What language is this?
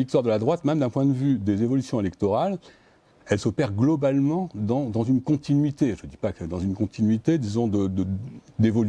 French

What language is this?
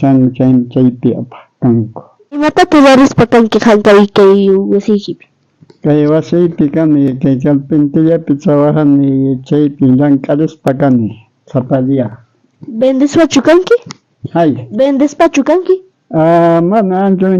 South Bolivian Quechua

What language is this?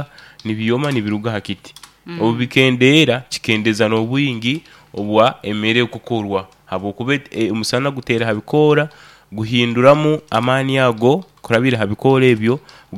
Nyoro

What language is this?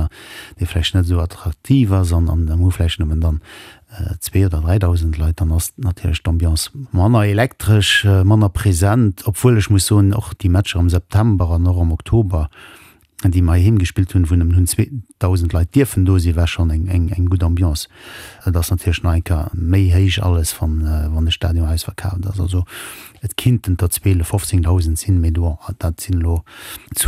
Luxembourgish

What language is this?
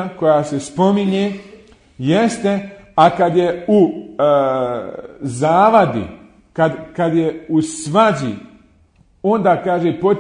Bosnian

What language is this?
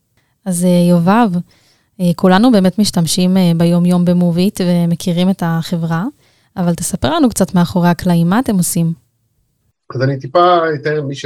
Hebrew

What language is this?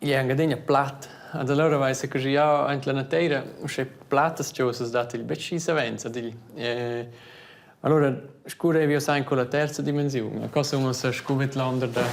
Romansh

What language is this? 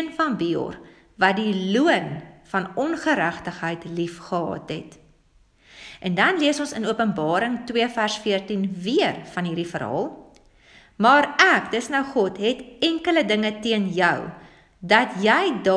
Afrikaans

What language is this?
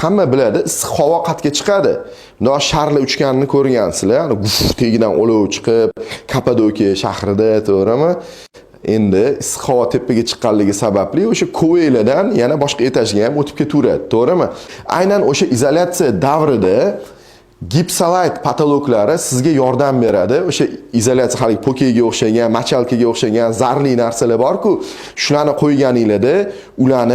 Uzbek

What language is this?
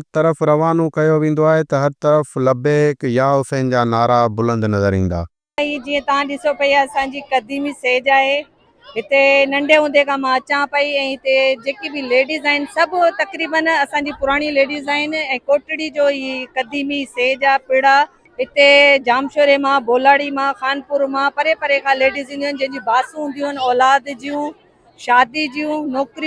Sindhi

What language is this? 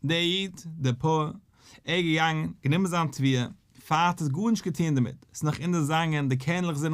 Yiddish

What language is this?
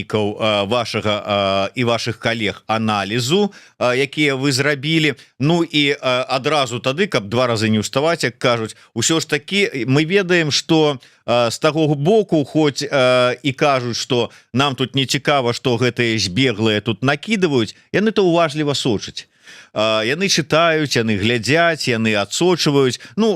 Belarusian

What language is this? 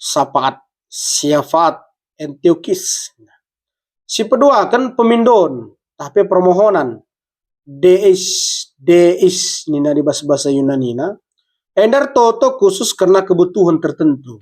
Batak Karo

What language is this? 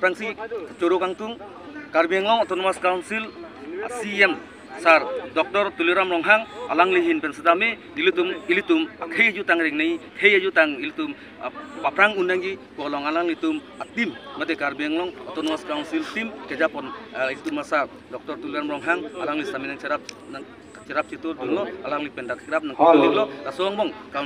Karbi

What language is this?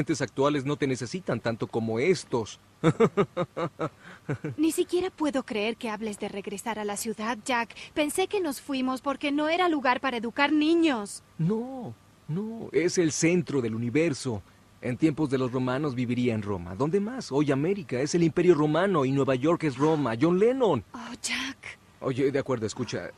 Spanish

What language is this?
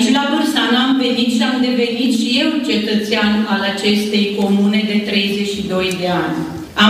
Romanian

